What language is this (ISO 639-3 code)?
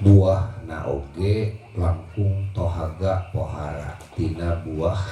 sun